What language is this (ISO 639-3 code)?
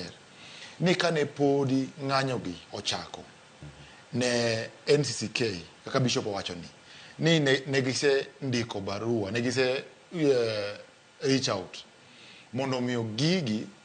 luo